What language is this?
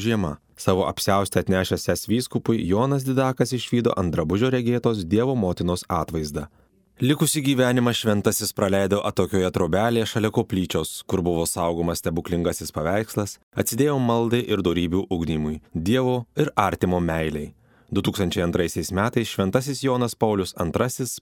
Lithuanian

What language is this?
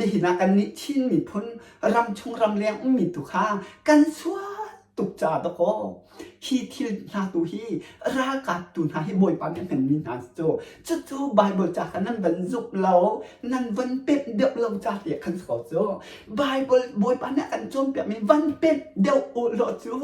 Hakha Chin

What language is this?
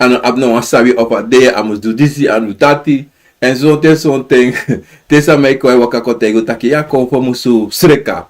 Sranan Tongo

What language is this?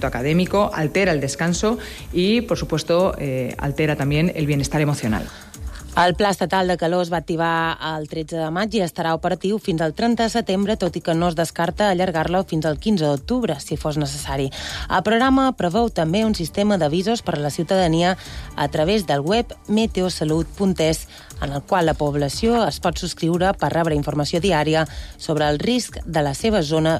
Catalan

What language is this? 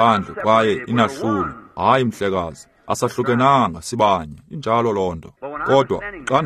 Xhosa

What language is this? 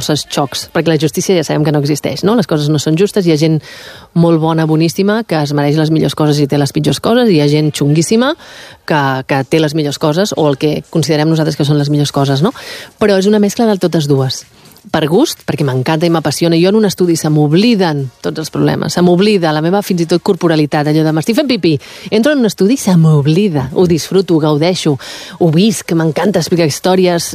Catalan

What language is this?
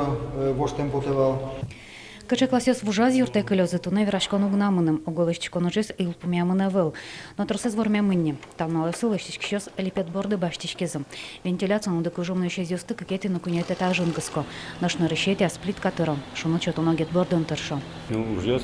Udmurt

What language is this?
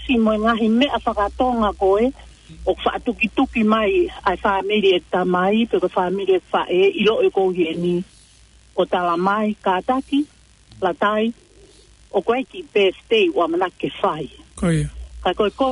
Tongan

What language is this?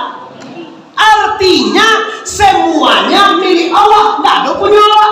Minangkabau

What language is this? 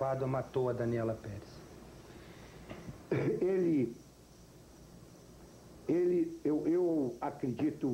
Portuguese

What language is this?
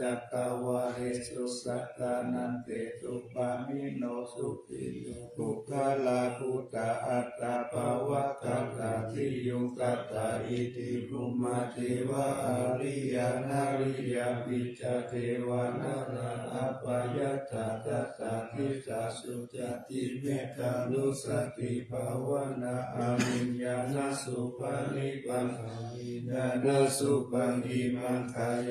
Pali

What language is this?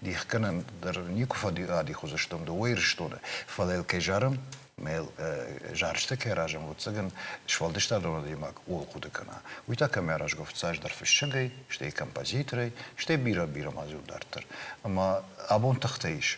Ossetic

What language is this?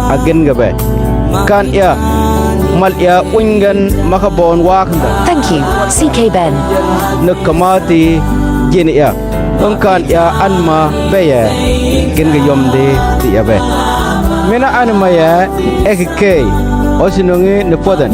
Mabaan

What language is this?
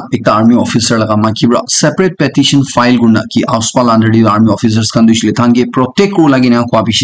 Naga Pidgin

